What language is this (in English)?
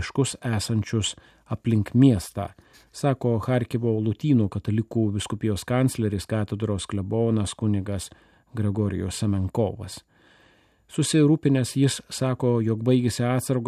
Lithuanian